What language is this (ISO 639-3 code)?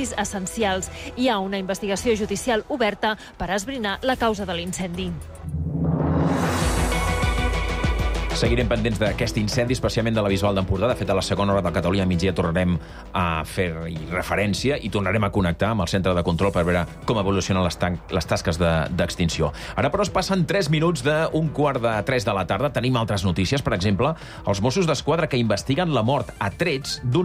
cat